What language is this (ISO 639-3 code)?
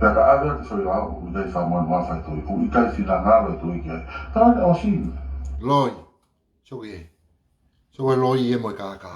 ton